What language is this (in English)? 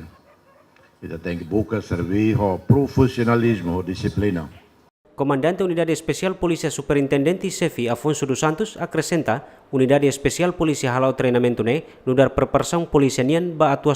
Tetum